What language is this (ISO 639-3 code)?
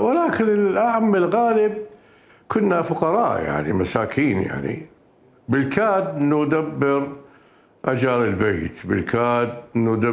acm